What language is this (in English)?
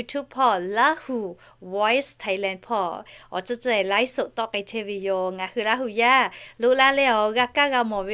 Lahu